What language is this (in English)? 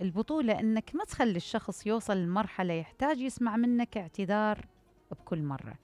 Mesopotamian Arabic